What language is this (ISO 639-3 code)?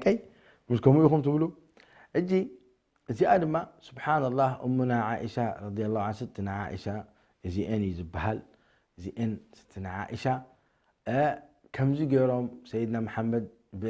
tir